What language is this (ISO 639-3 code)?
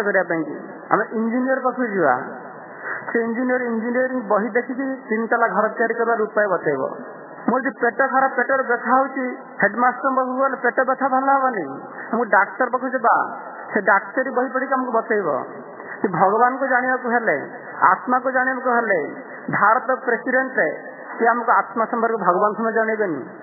ori